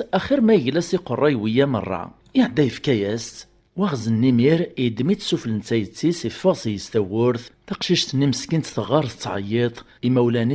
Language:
Kabyle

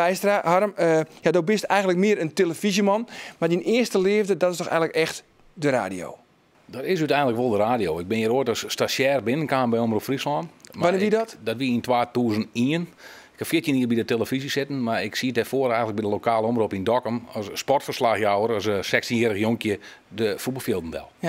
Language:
Western Frisian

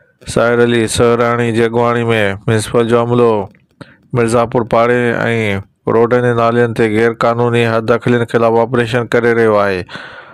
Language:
Sindhi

